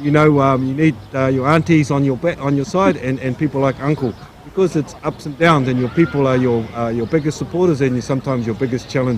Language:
Māori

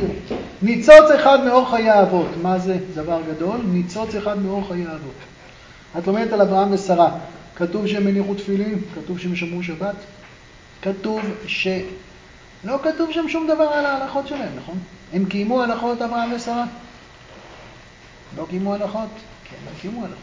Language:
Hebrew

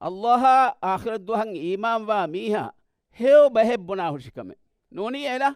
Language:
Divehi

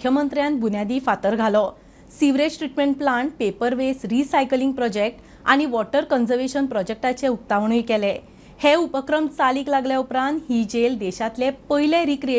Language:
Konkani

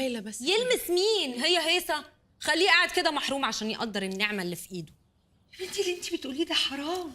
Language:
Egyptian Arabic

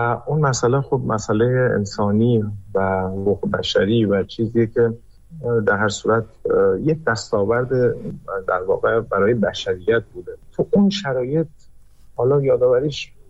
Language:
Persian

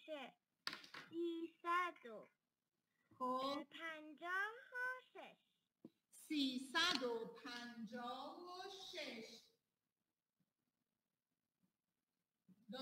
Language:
Persian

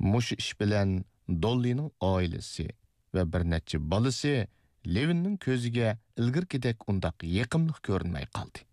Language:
Uyghur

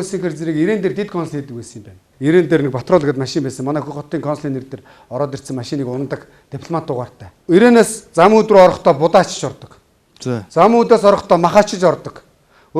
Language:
Mongolian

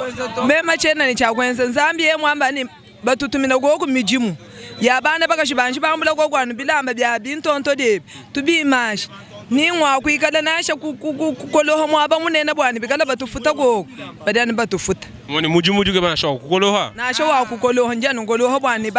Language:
Luba-Lulua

